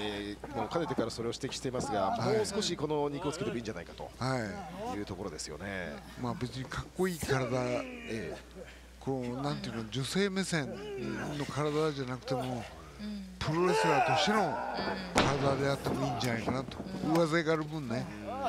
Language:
Japanese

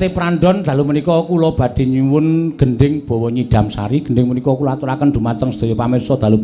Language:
Javanese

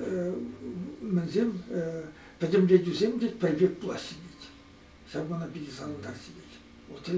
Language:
Chuvash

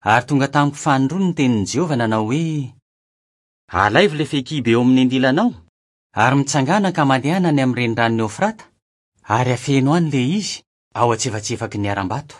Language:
Malagasy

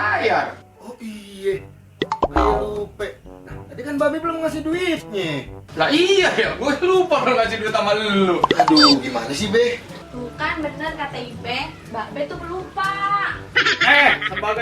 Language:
Betawi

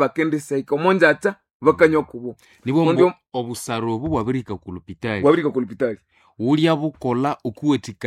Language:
Nande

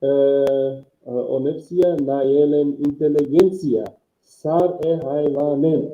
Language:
Balkan Romani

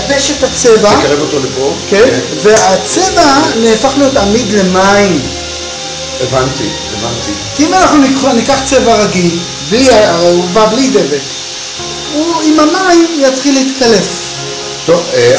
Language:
Hebrew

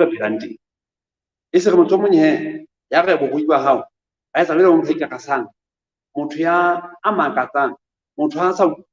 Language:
Southern Sotho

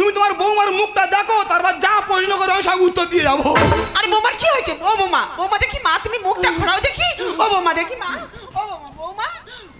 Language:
Bangla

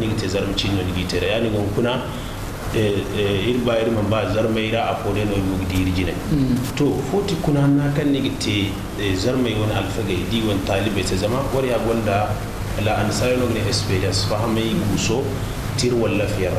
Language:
Zarma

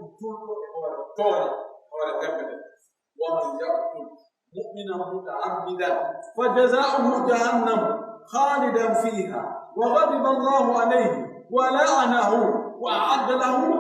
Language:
Pular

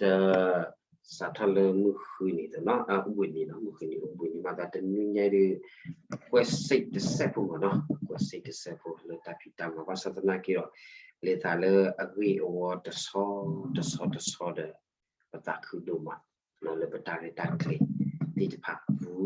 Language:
S'gaw Karen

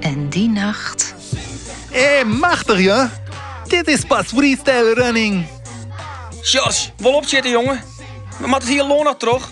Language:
Western Frisian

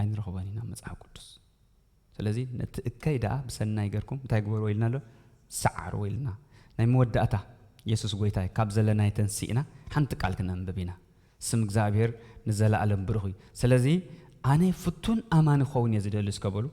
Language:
Tigrinya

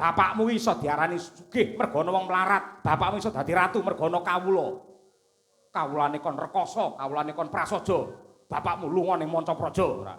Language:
Javanese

